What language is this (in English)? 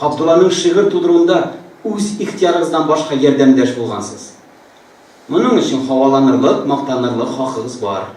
Tatar